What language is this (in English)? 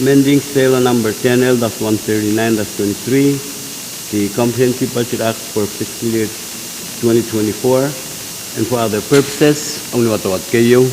Pohnpeian